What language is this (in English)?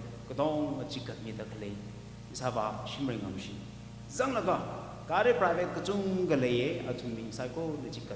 Tangkhul Naga (India)